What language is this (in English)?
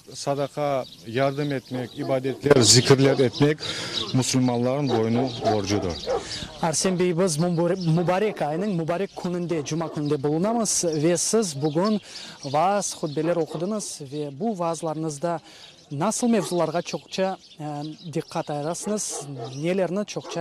Crimean Tatar